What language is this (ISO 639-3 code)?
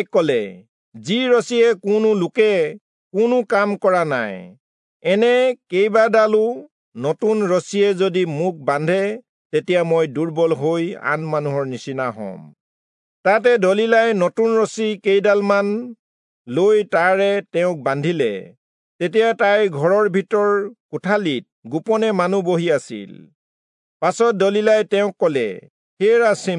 asm